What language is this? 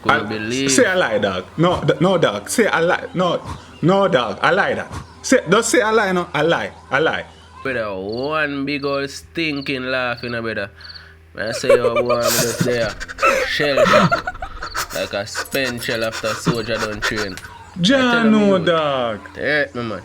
Jamaican Creole English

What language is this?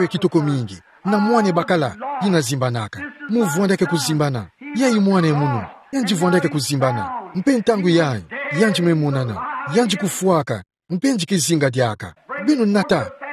Kituba (Democratic Republic of Congo)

